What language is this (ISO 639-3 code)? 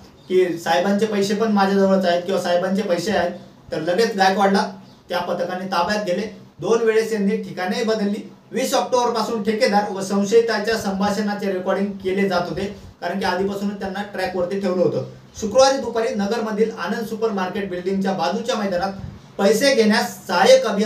mar